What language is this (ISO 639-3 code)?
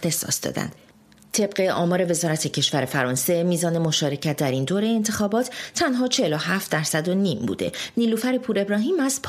fas